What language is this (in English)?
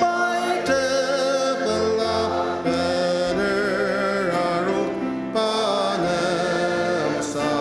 Ao Naga